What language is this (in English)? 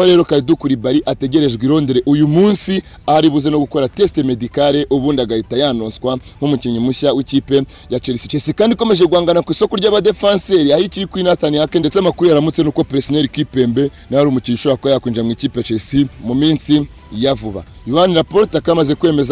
Kinyarwanda